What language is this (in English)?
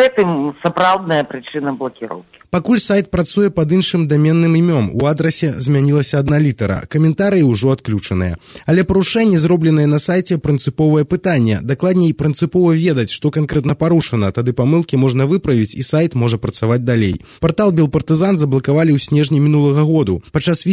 Belarusian